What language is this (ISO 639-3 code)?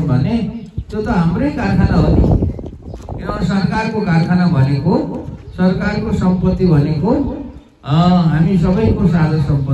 nep